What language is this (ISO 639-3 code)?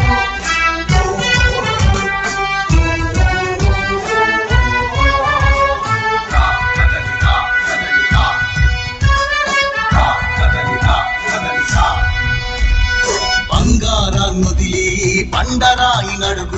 tel